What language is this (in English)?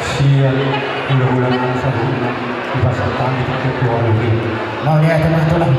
Batak Toba